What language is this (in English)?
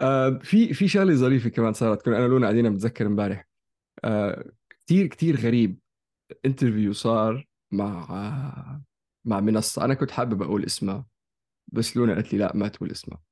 North Levantine Arabic